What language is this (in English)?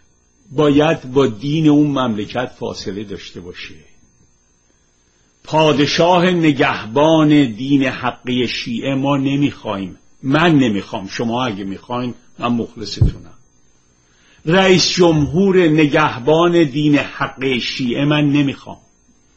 Persian